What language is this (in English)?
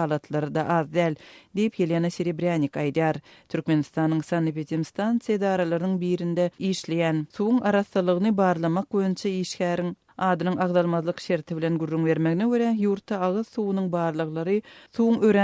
Turkmen